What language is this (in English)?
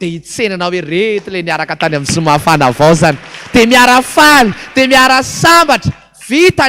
Malagasy